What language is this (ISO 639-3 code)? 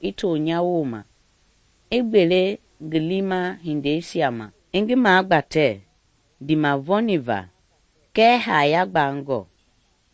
men